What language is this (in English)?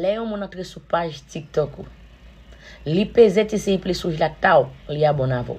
Haitian Creole